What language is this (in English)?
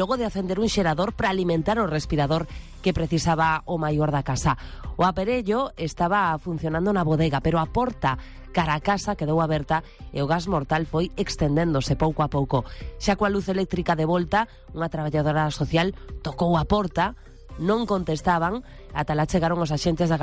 Galician